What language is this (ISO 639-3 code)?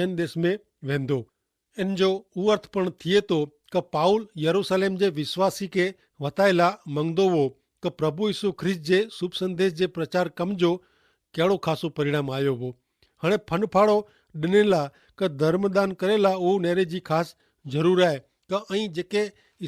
kfr